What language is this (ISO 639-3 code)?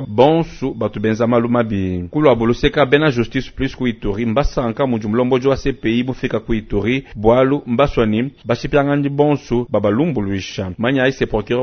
lua